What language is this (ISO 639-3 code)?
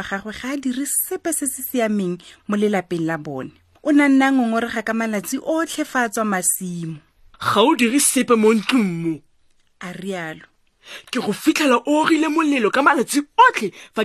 tsn